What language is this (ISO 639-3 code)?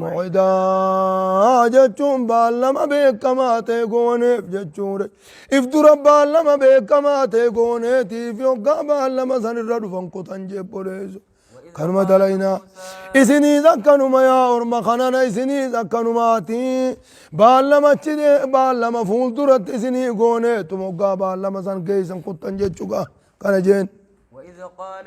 orm